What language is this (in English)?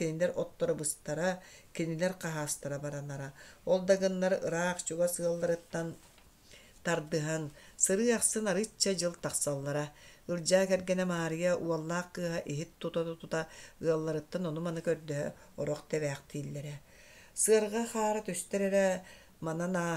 Yakut